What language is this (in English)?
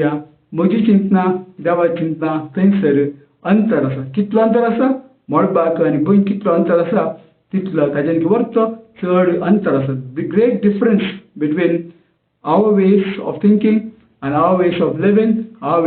Konkani